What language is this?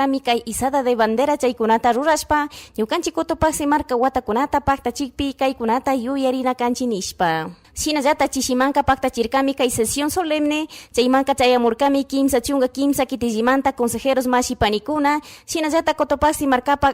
Chimborazo Highland Quichua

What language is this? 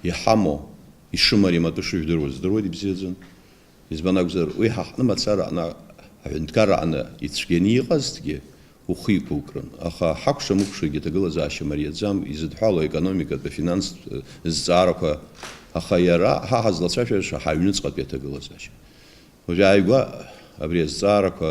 Abkhazian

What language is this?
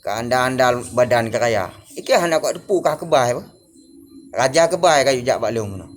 Achinese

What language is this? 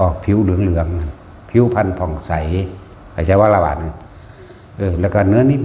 Northeastern Thai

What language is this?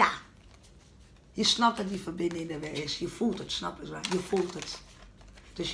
Dutch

